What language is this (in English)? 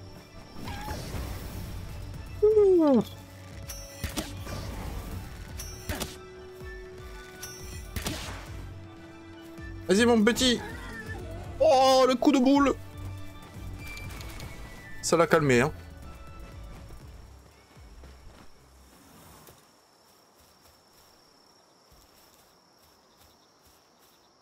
French